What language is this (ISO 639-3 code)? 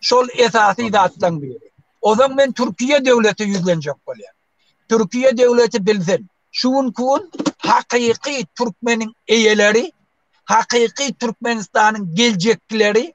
tuk